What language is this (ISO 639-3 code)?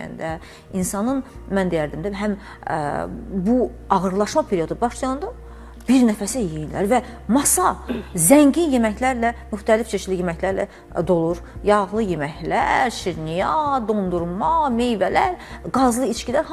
aze